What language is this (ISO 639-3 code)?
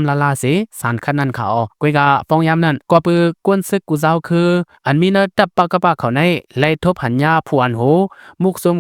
lao